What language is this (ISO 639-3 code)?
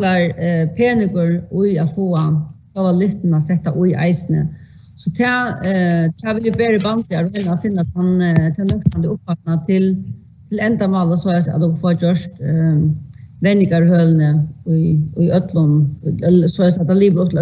fao